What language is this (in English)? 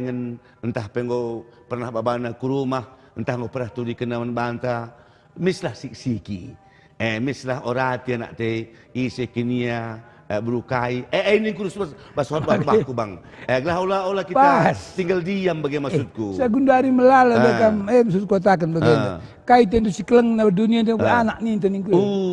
Batak Karo